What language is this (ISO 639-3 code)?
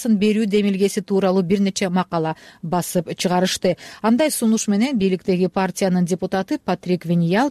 kir